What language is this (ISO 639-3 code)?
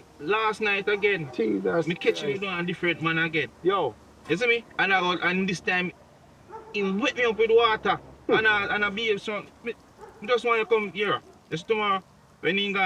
jam